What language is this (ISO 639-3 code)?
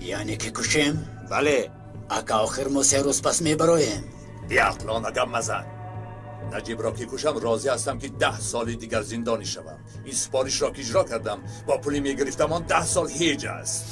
tgk